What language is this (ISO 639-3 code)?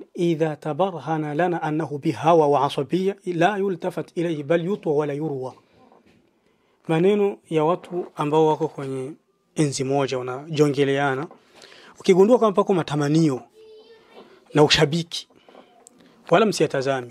swa